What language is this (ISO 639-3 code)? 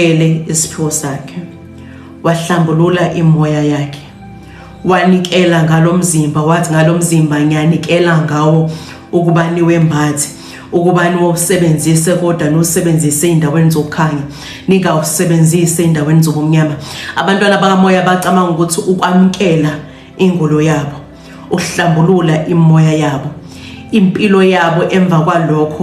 zul